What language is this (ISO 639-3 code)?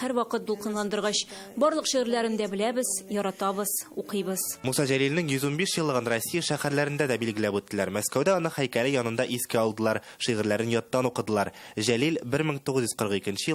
tat